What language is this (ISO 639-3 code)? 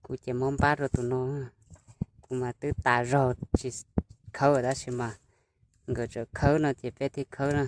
hmn